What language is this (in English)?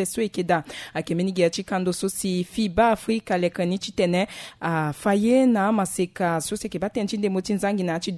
Sango